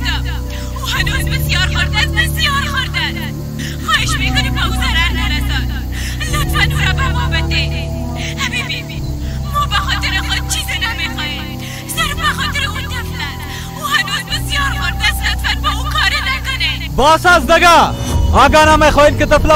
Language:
Persian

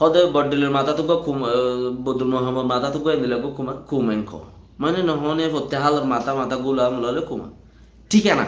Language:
Rohingya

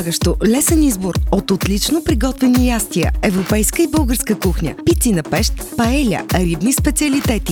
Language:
Bulgarian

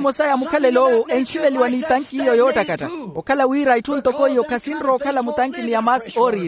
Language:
Makhuwa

